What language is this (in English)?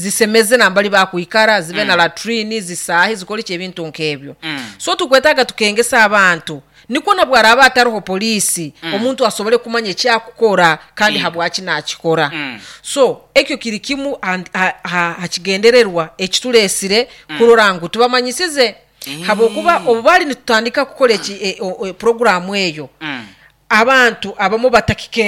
Nyoro